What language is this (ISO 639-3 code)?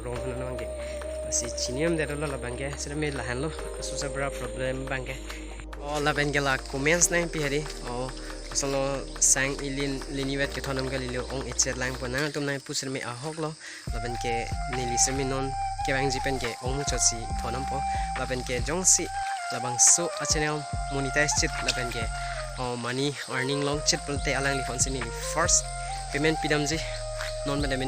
mjw